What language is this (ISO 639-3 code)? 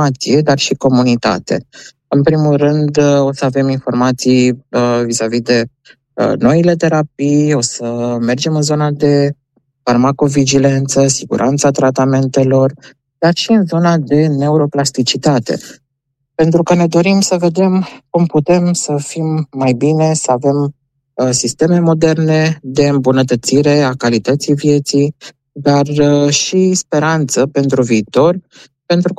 ron